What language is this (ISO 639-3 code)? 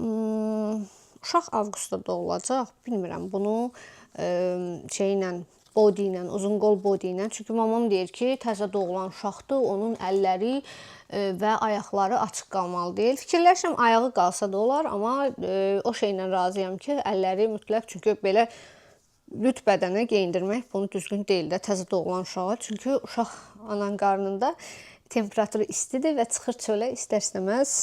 aze